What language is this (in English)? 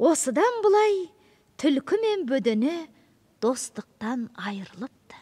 Kazakh